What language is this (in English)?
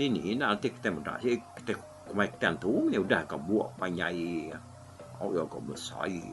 Iban